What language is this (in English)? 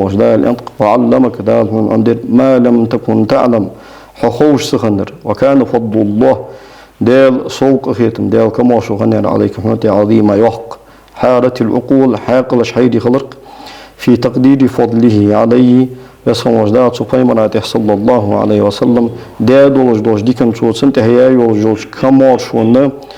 Ingush